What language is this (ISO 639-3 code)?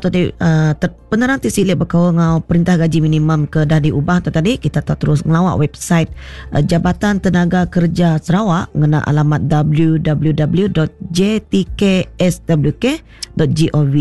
iba